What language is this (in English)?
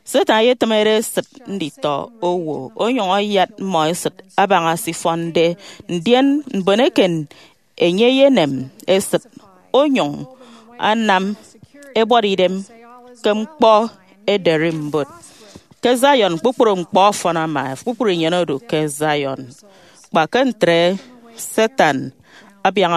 Efik